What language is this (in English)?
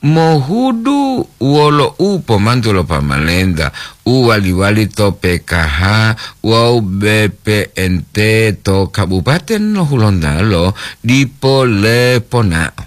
Gorontalo